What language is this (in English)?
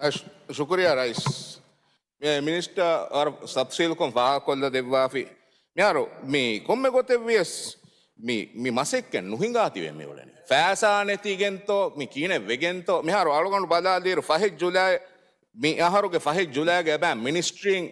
Divehi